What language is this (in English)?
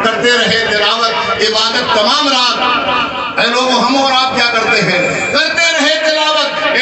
Urdu